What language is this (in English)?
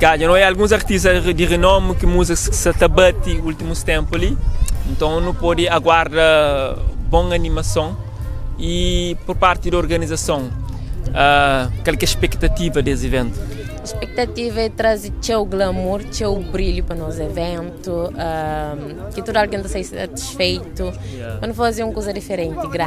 Kabuverdianu